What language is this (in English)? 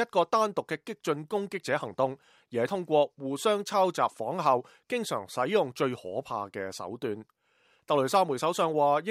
Cantonese